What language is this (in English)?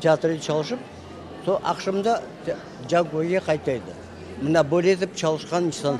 Crimean Tatar